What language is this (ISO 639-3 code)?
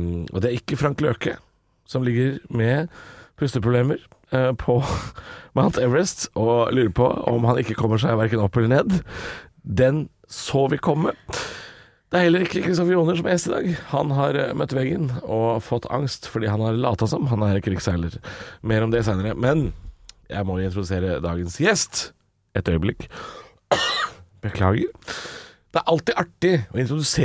nor